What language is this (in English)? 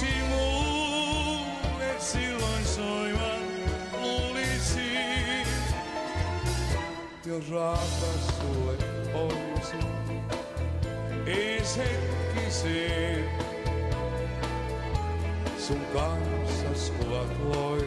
Finnish